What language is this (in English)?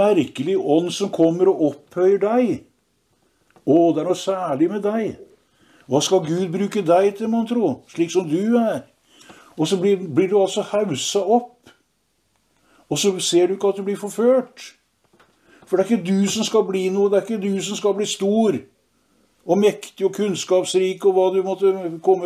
Norwegian